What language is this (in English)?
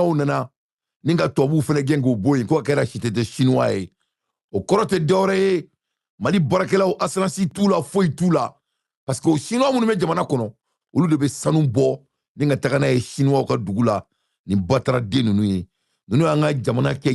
Bambara